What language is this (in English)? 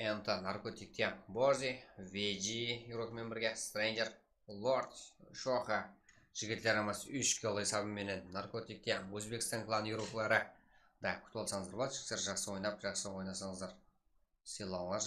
Kara-Kalpak